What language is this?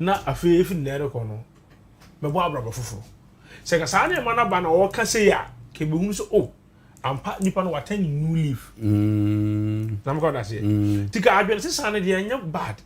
Akan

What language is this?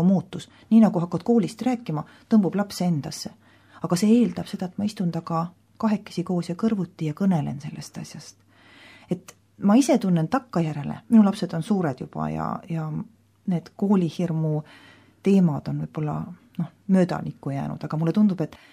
Estonian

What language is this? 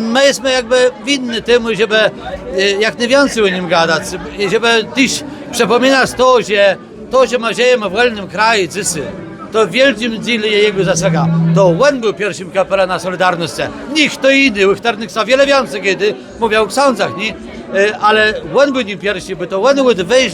Kashubian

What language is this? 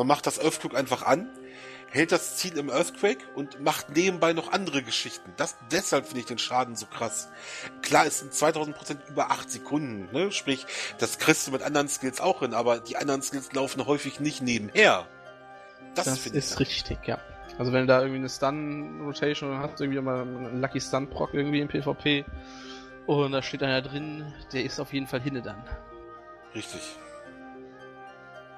German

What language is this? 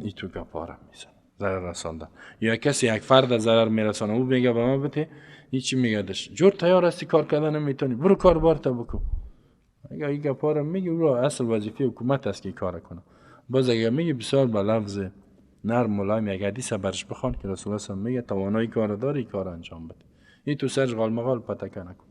Persian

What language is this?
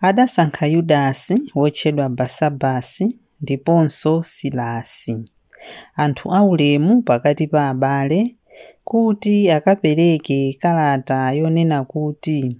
Nyanja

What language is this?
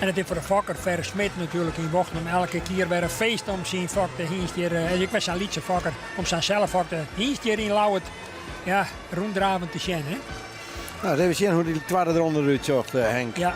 Western Frisian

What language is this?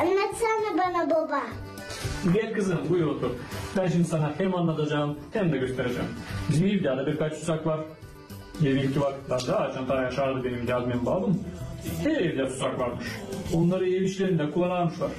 Gagauz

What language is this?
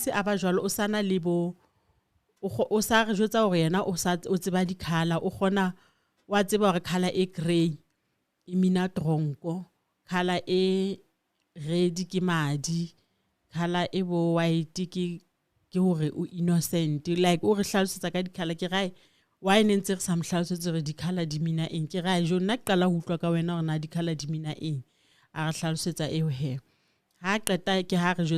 Southern Sotho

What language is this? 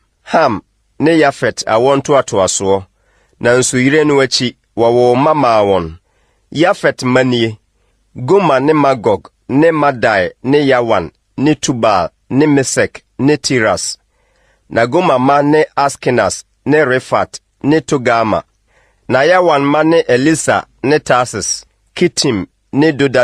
Akan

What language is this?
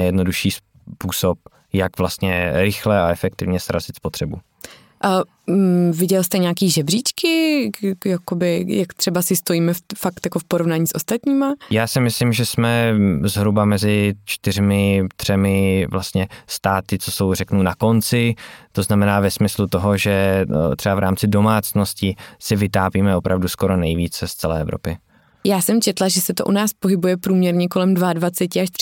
Czech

